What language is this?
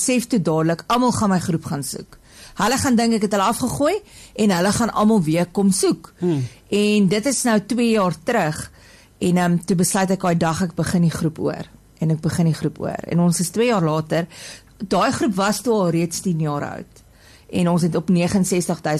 Afrikaans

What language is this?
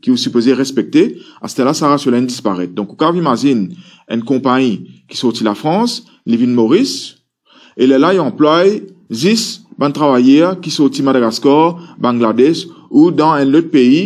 Morisyen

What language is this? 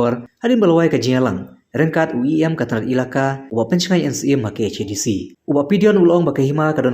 Khasi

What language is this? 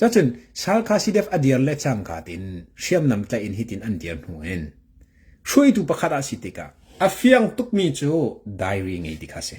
Hakha Chin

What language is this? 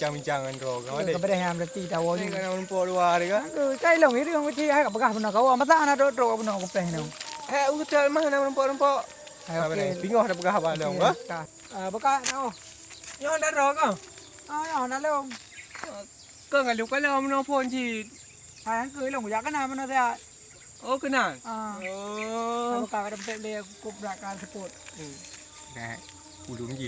Achinese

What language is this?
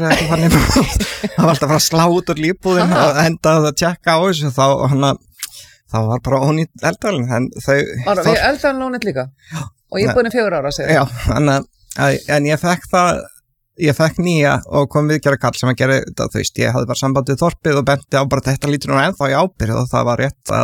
Icelandic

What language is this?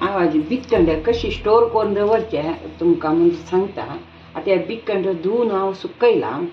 Konkani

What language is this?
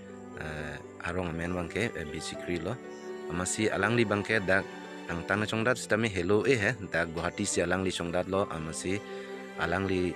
Karbi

